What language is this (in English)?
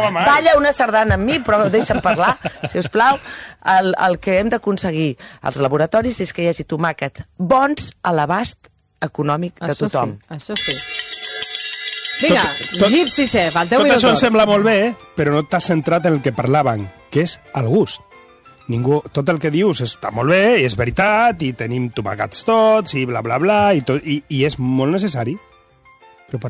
Catalan